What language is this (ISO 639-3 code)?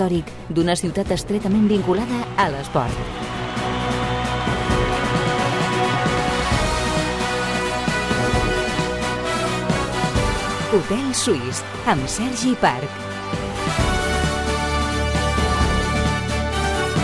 cat